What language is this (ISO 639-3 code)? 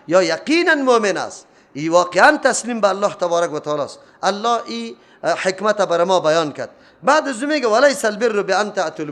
fas